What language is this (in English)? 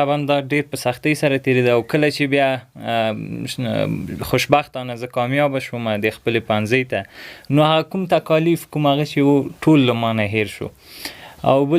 Pashto